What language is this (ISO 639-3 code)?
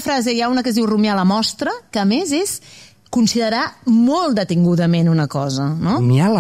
cat